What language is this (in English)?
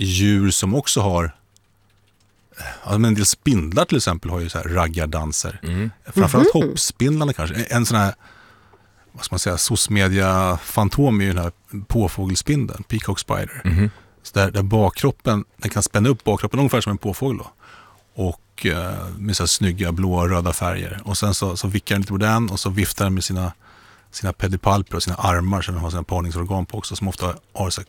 Swedish